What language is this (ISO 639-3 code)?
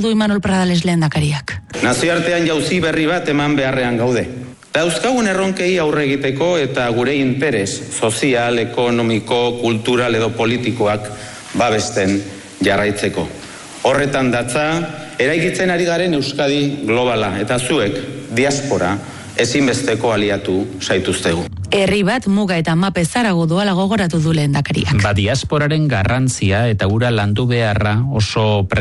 eus